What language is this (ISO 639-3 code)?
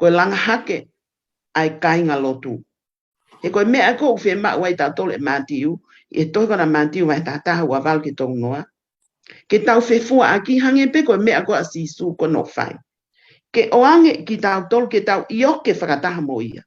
ton